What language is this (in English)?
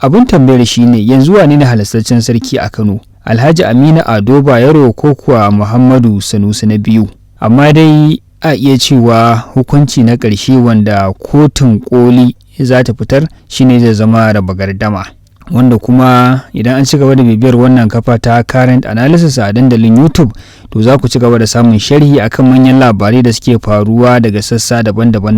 Hausa